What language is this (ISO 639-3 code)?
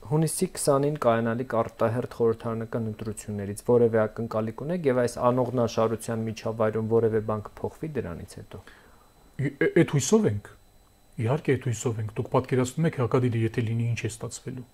hye